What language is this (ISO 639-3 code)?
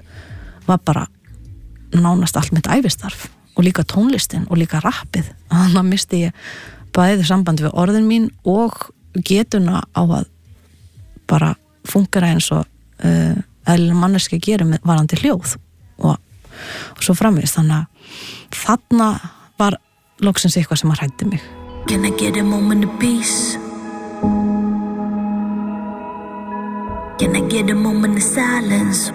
isl